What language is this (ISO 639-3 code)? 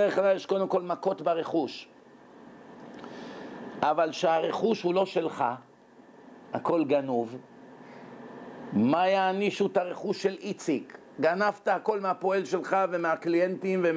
heb